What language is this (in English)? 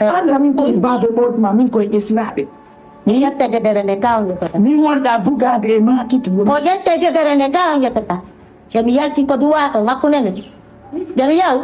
Fula